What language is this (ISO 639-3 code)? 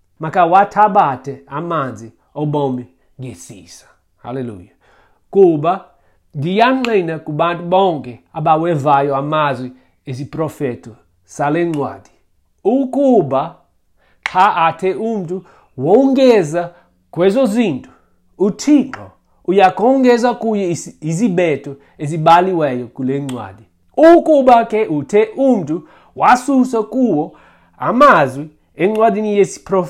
xho